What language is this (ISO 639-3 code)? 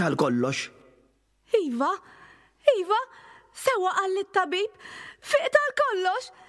mlt